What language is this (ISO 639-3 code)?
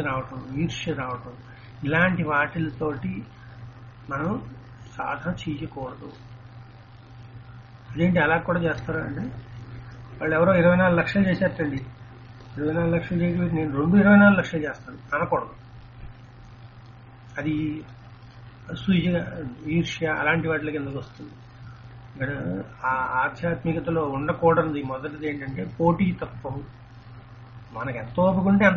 tel